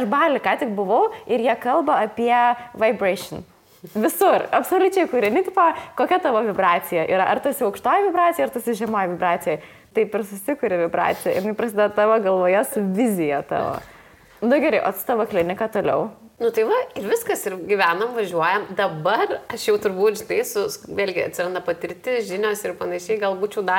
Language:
Lithuanian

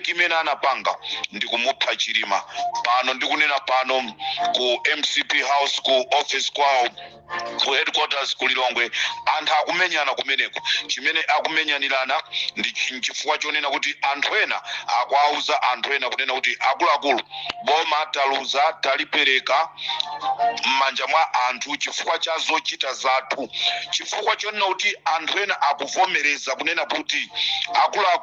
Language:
Nyanja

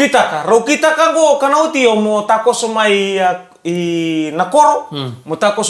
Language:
Fijian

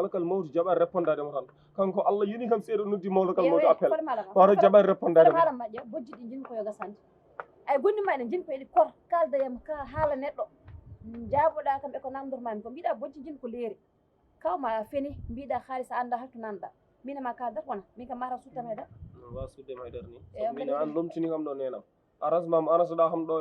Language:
Fula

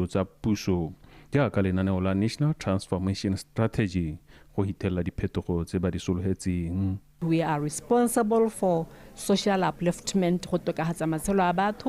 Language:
Tswana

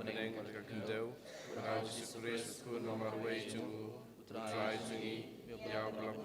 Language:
Khasi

